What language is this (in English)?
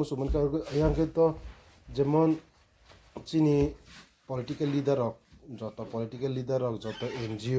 Kok Borok